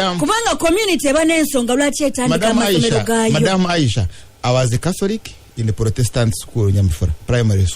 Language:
Ganda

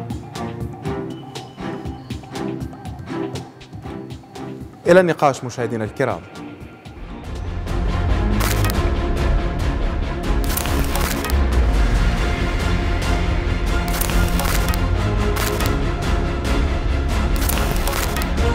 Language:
Arabic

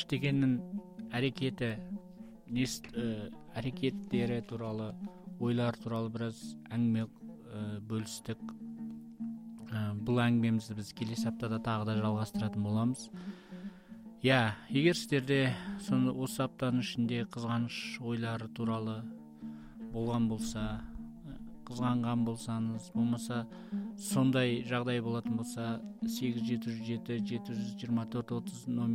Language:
Kazakh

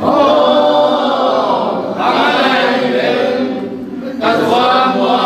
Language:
Tedim Chin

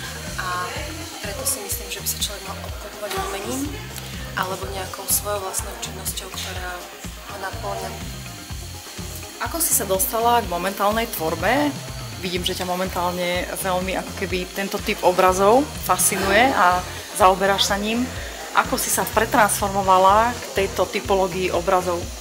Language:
Slovak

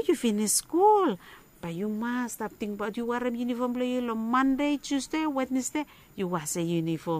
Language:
Bislama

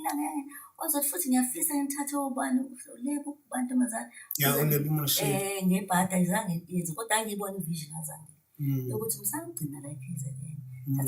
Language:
Zulu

